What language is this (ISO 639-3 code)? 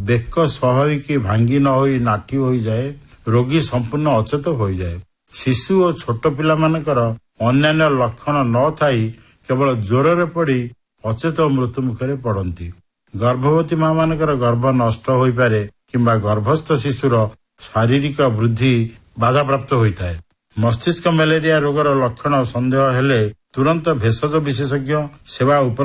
ori